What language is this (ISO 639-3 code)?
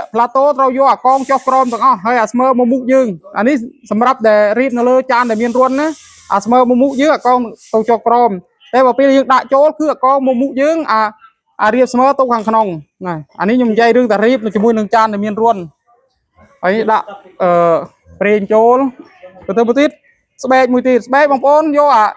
khm